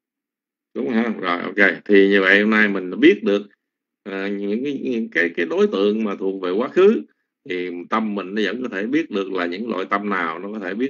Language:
Vietnamese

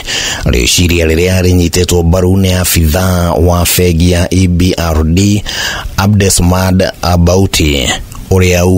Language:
Kikuyu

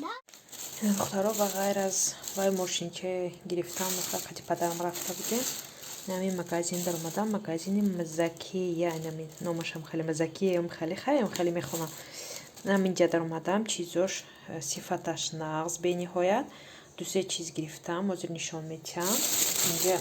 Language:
Tajik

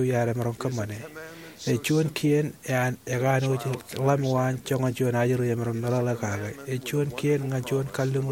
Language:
Marshallese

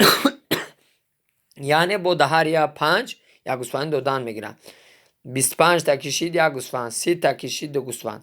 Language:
Tajik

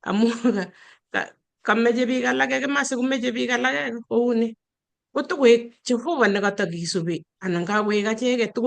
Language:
Kalenjin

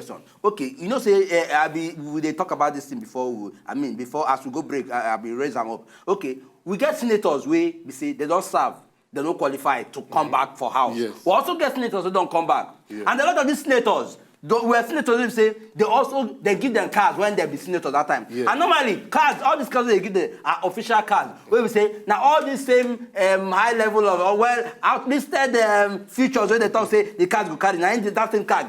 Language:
Nigerian Pidgin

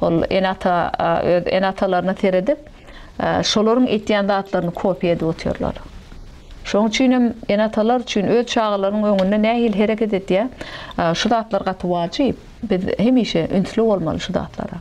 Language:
Turkmen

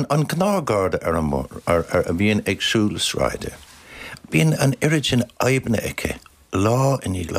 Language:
Irish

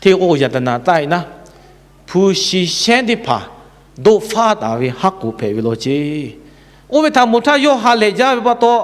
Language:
Lahu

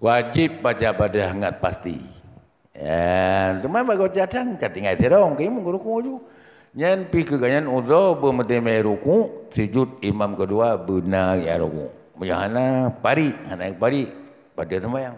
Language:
Achinese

